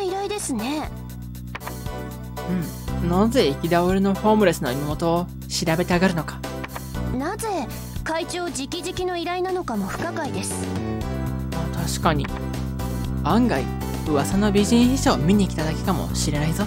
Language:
Japanese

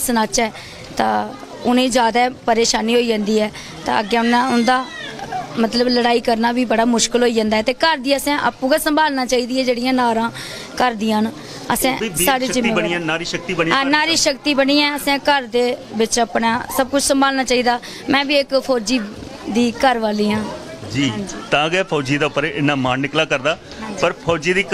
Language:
Dogri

